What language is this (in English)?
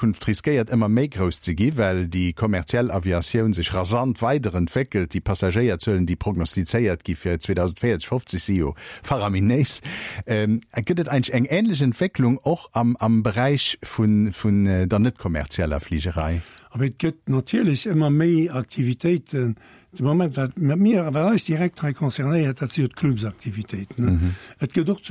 Luxembourgish